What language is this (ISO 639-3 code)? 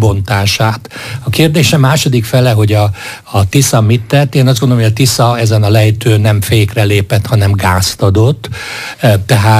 hun